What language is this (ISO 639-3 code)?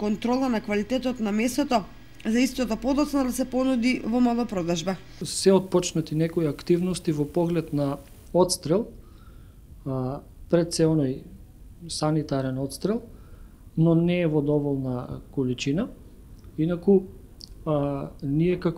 mkd